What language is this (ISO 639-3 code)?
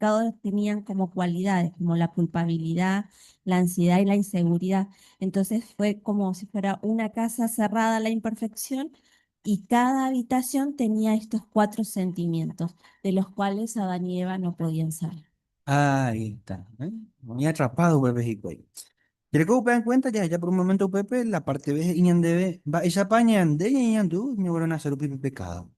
grn